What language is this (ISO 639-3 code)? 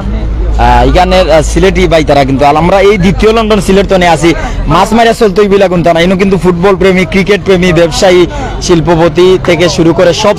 syl